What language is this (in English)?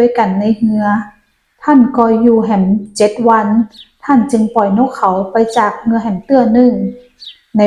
Northern Thai